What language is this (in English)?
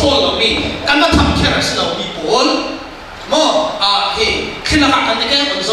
Falam Chin